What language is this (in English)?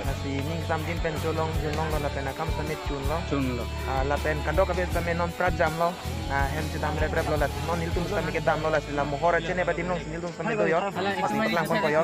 Karbi